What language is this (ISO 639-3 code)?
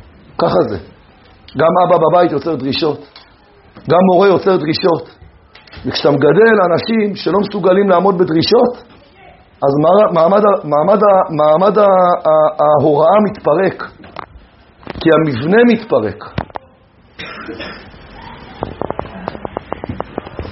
heb